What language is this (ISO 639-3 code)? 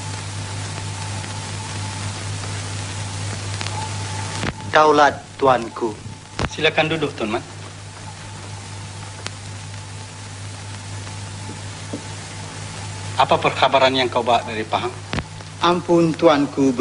msa